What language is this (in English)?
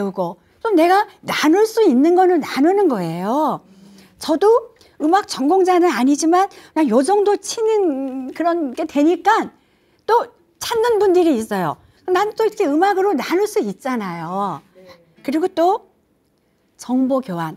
Korean